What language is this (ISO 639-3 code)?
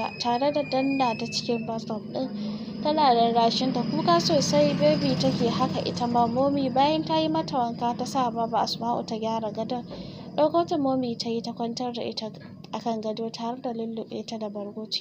hau